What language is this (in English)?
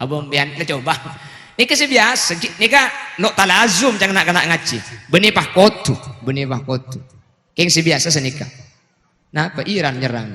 Madurese